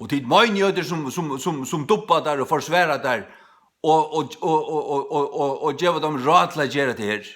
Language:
Faroese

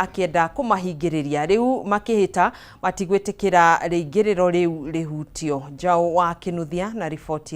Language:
Kikuyu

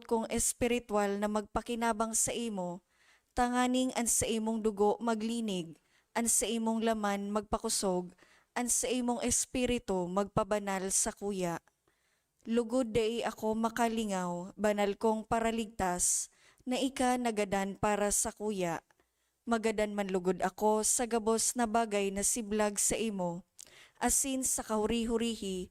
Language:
Bikol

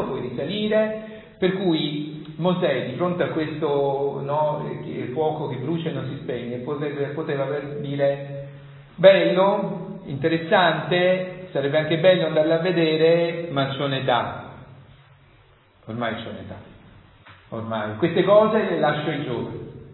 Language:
Italian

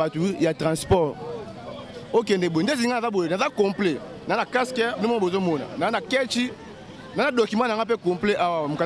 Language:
Lingala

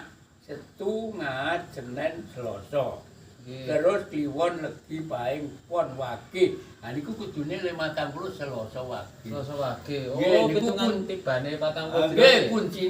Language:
Javanese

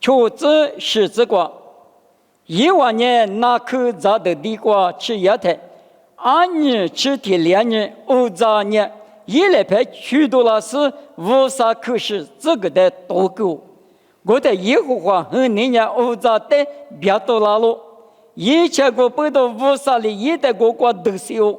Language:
Lisu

